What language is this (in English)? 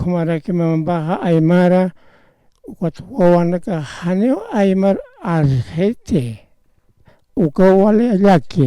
Aymara